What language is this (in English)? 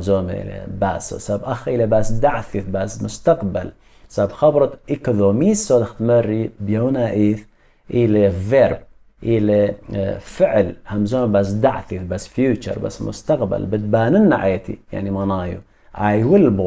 Assyrian Neo-Aramaic